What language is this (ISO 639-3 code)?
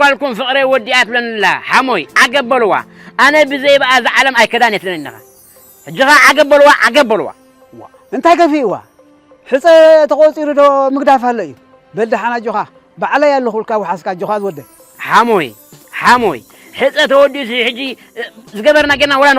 tir